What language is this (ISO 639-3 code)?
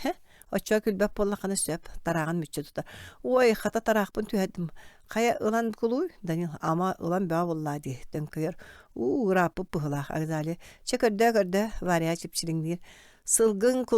sah